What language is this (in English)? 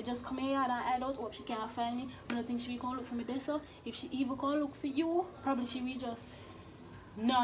Jamaican Creole English